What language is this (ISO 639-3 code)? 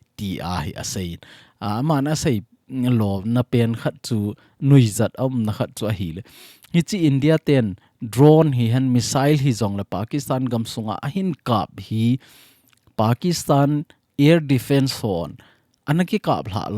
tcz